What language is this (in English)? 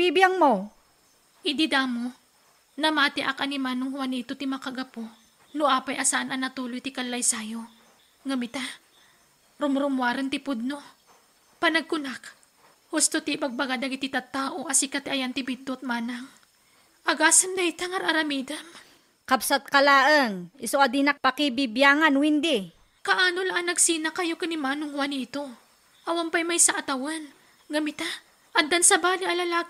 Iloko